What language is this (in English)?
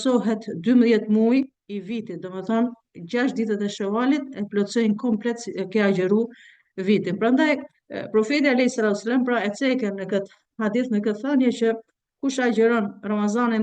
Albanian